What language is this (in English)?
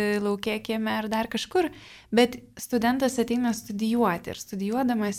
Lithuanian